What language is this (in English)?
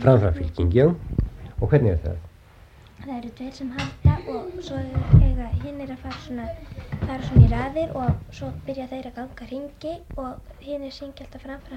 Icelandic